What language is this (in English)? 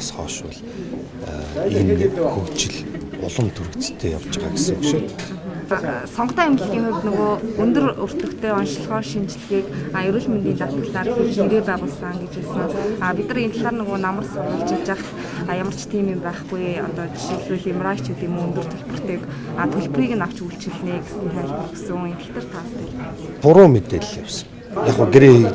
Mongolian